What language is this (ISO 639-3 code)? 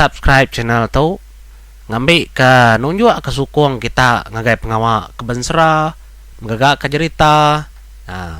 iba